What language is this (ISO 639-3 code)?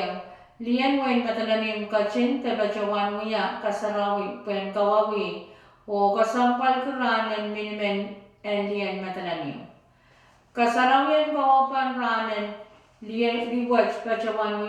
pon